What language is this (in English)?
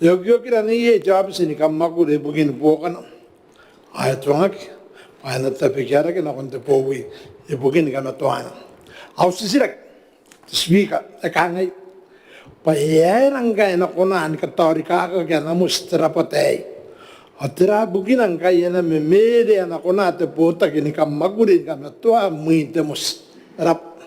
Gilbertese